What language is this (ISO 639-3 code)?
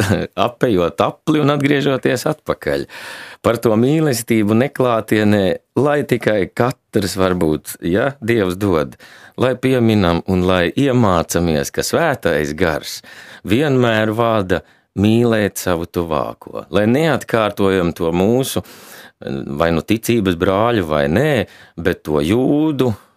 lav